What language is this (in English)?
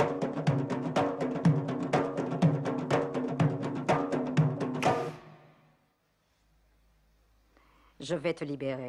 French